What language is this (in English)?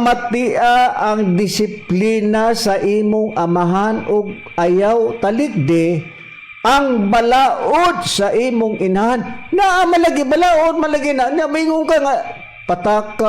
Cebuano